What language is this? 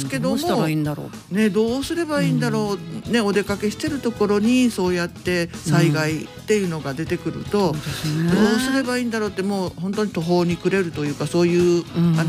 Japanese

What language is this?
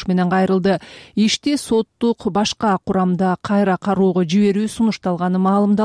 Kyrgyz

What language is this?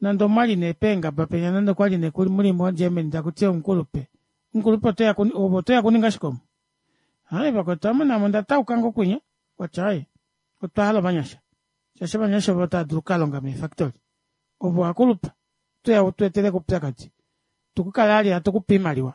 Kuanyama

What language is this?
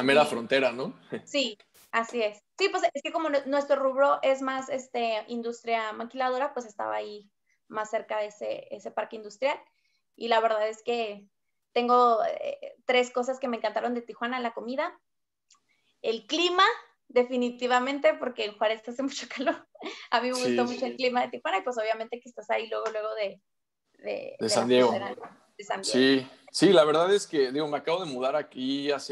Spanish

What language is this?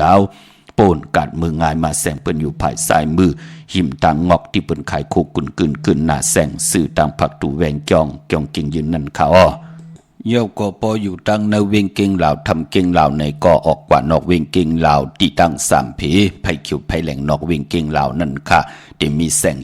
Shan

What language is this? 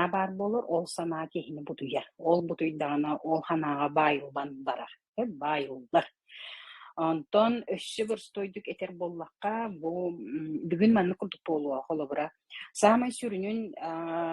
Yakut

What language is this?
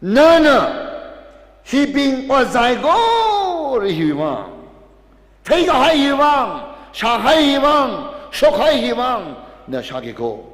Tangkhul Naga (India)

